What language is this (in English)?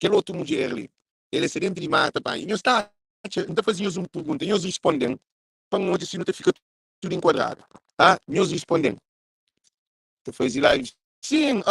Kabuverdianu